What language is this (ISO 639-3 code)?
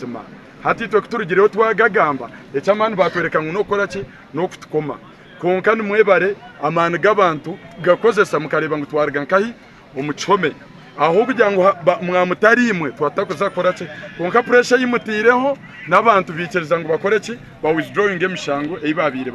nyn